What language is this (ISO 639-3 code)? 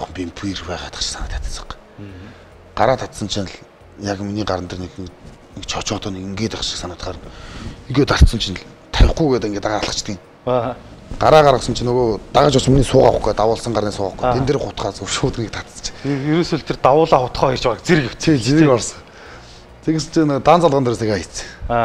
mon